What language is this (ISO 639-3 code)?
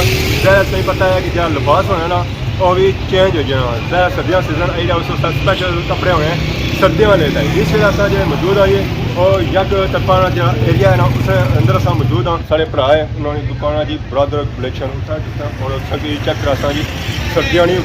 phr